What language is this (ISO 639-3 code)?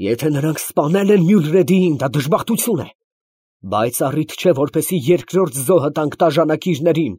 hye